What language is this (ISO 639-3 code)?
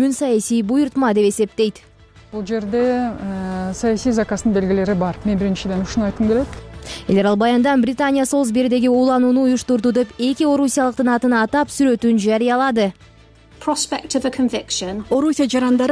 kir